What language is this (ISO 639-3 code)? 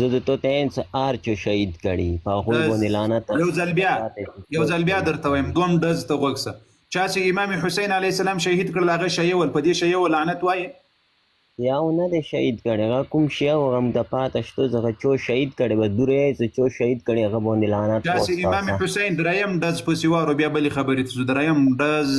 pus